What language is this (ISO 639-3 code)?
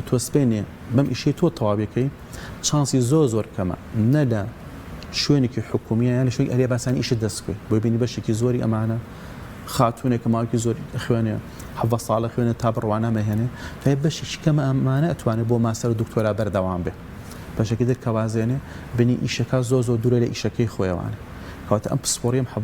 ckb